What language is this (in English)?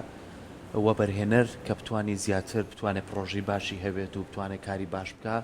Central Kurdish